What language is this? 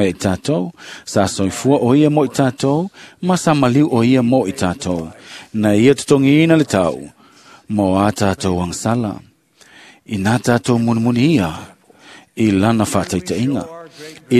Samoan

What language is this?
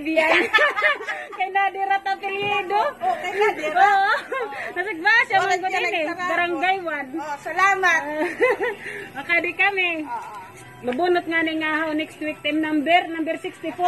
Waray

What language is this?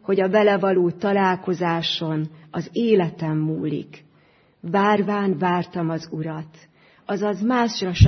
Hungarian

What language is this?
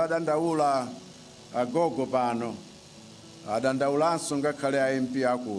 Nyanja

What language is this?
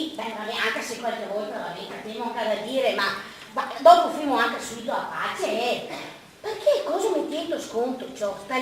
Venetian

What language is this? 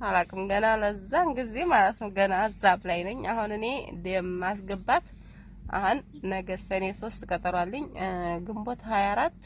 Amharic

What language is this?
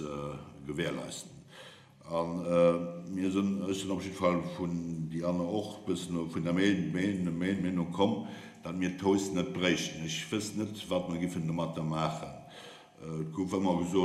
Luxembourgish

